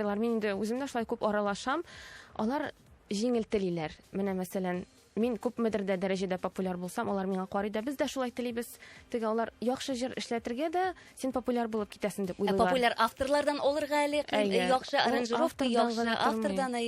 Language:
Tatar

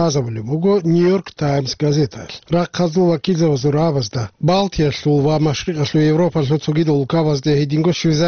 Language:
Avaric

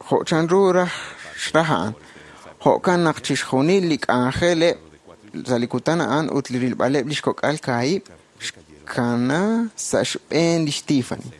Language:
Kekchí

